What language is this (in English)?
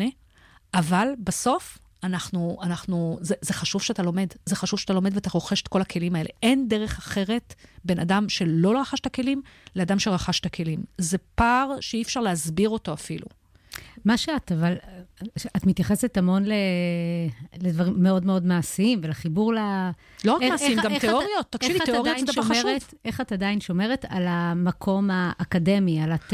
Hebrew